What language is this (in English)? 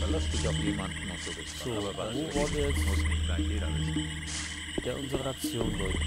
Bavarian